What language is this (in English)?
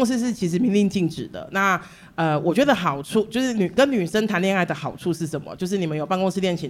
Chinese